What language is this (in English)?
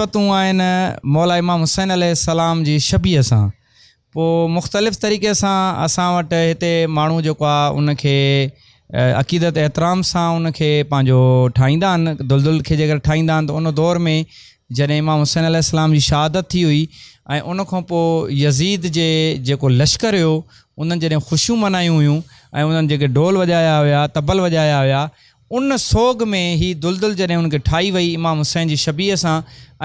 Sindhi